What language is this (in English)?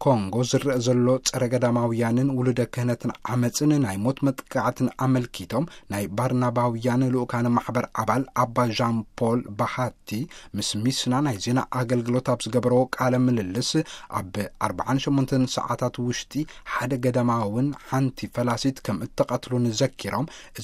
Tigrinya